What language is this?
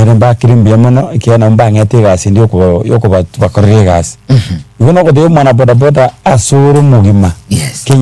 Gusii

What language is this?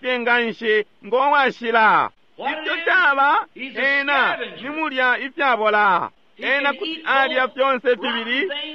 Bemba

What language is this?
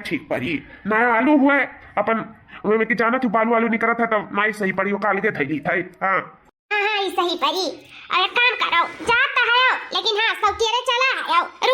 Awadhi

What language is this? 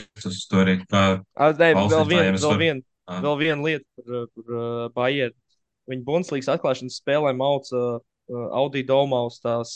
Latvian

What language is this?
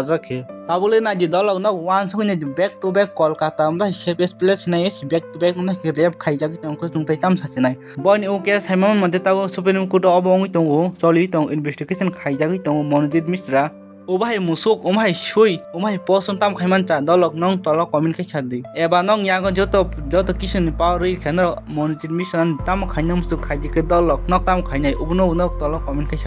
Kok Borok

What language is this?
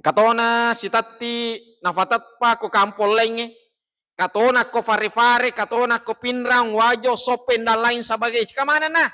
Buginese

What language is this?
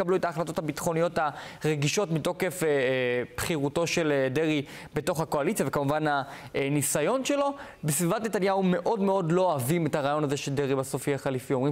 Hebrew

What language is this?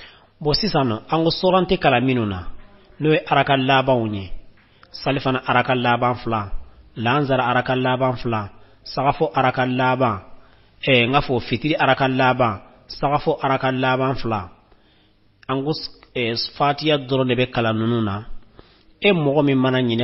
Bambara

